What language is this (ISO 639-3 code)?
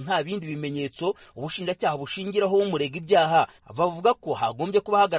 kin